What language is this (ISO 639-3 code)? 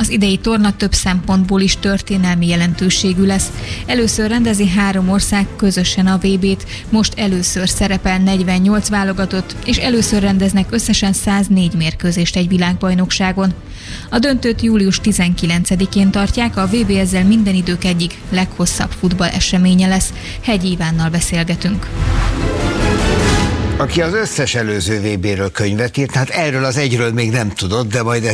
hun